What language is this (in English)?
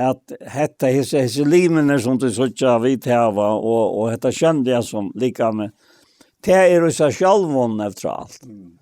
Faroese